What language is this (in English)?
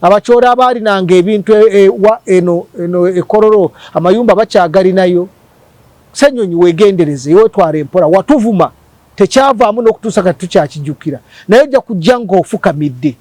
Ganda